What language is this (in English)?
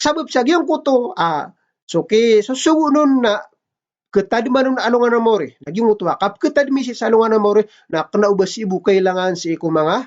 Maranao